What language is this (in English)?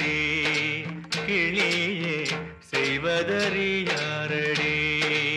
Tamil